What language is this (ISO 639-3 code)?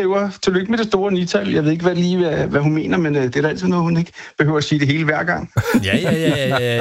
dan